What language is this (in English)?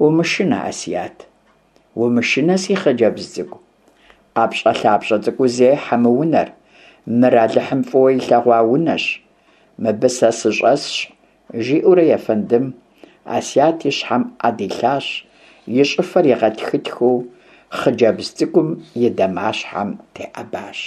Kabardian